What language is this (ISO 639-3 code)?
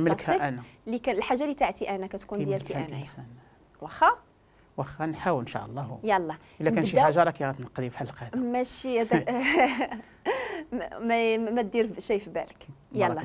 ary